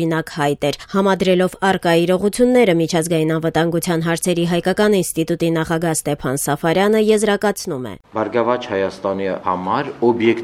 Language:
Armenian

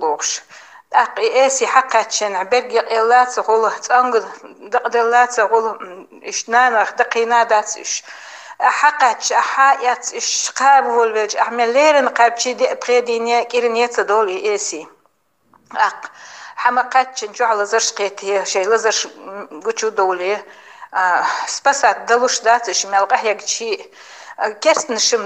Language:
Chechen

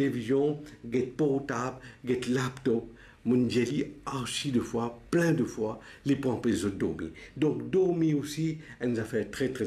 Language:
Morisyen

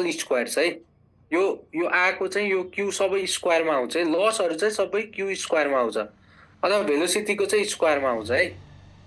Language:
Nepali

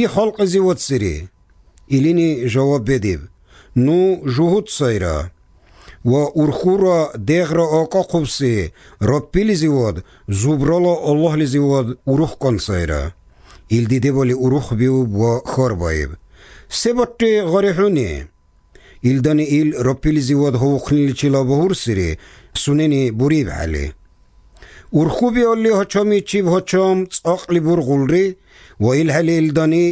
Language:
Slovenian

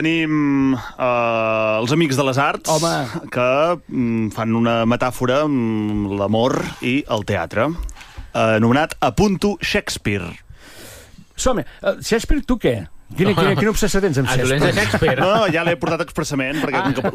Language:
Catalan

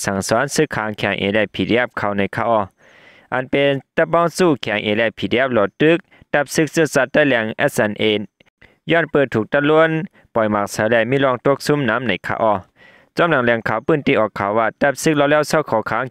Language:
Shan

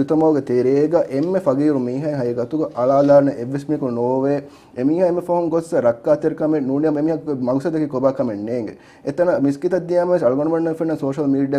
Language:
Divehi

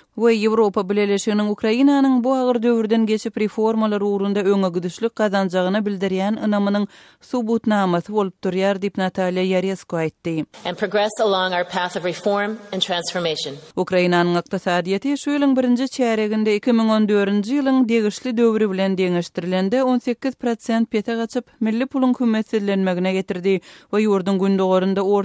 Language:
Turkmen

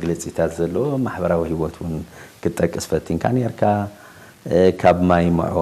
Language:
Tigrinya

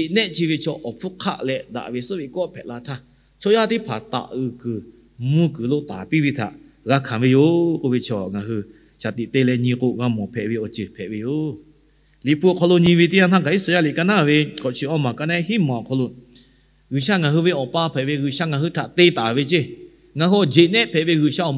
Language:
Lahu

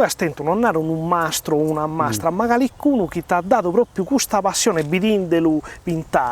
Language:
Sardinian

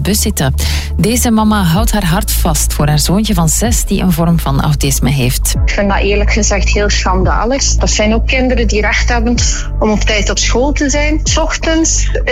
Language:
Dutch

